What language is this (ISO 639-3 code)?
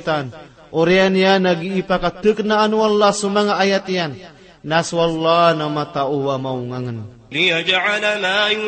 mrw